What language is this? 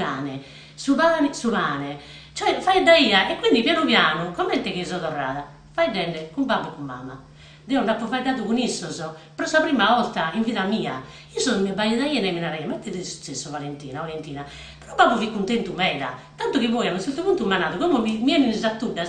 Sardinian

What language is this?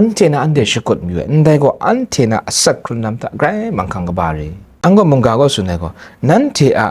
Kachin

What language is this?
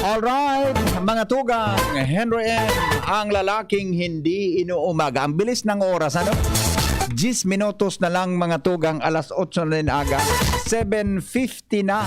Bikol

